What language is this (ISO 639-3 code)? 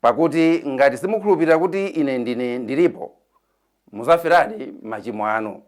nya